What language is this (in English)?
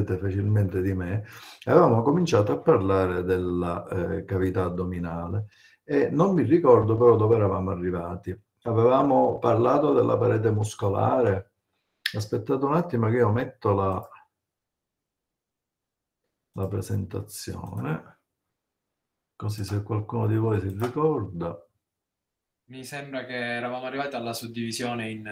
Italian